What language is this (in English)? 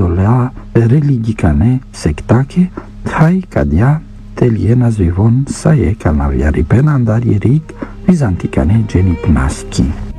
Romanian